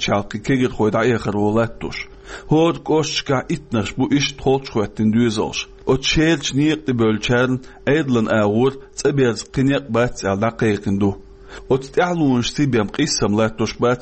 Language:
Chechen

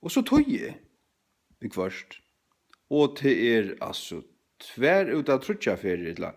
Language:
Faroese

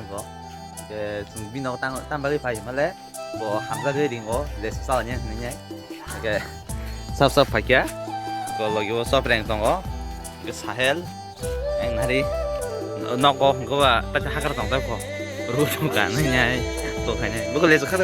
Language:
Kok Borok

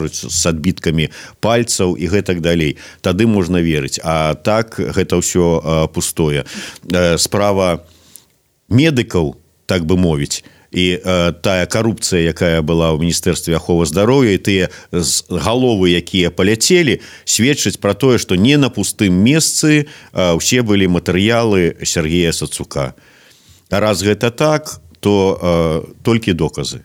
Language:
Belarusian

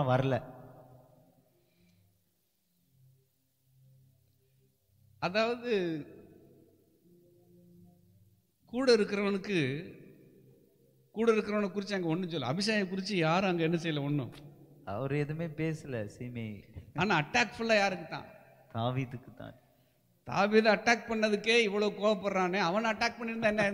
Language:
Tamil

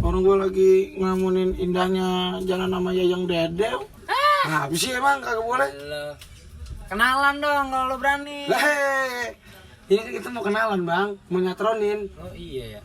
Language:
Betawi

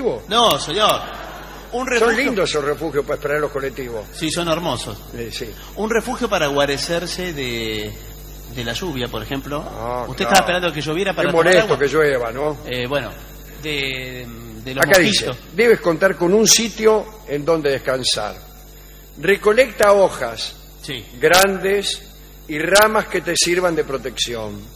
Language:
Spanish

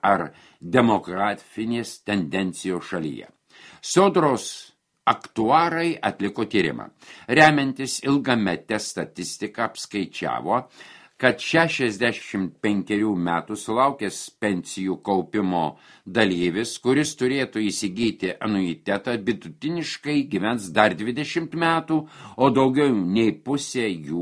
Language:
Lithuanian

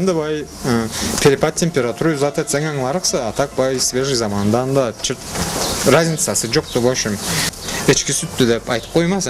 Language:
Karachay-Balkar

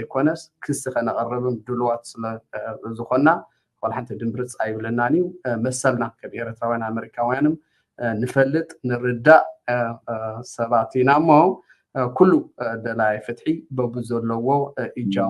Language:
Tigrinya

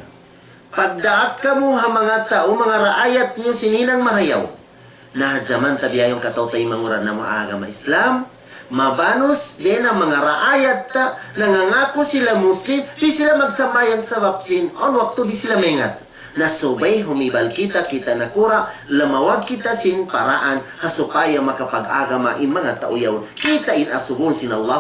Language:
Tausug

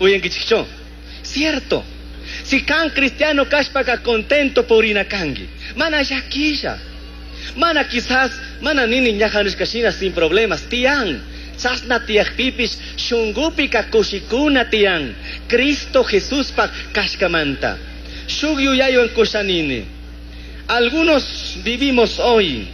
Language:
Chimborazo Highland Quichua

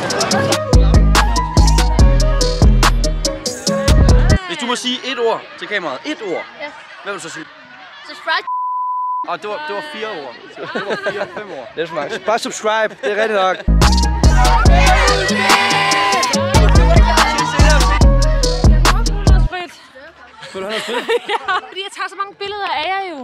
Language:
Danish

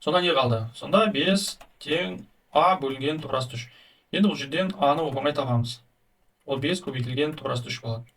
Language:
Kazakh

